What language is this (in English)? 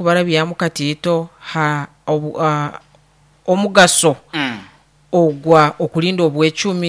Nyoro